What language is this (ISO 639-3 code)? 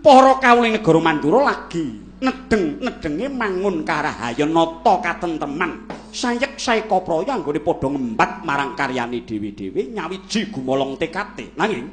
jav